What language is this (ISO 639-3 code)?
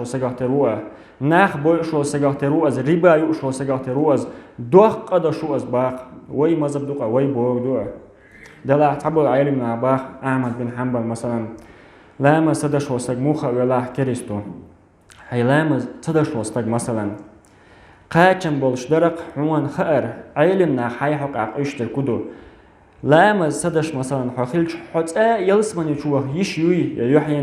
che